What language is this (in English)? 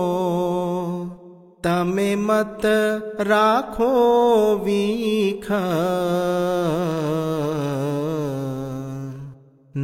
Hindi